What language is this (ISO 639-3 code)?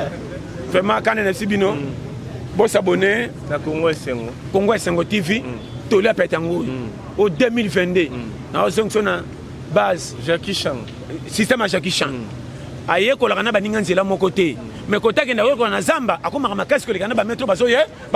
lin